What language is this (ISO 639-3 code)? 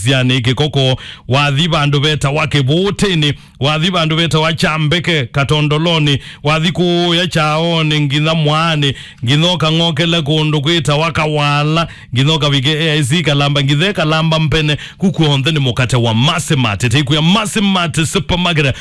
kam